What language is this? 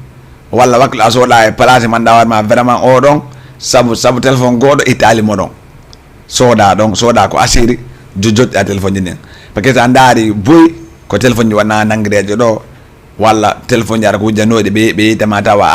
Fula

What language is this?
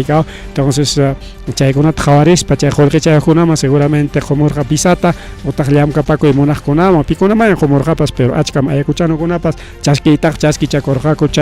Ayacucho Quechua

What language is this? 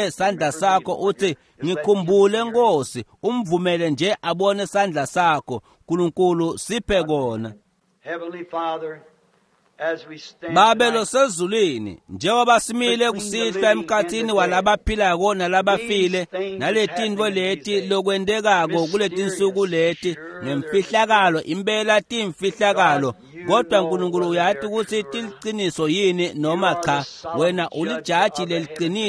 Swati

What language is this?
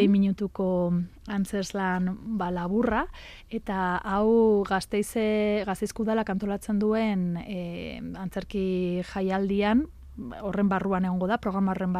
Basque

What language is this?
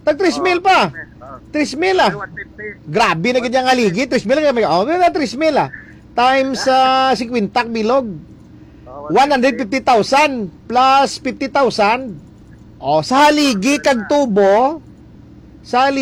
Hiligaynon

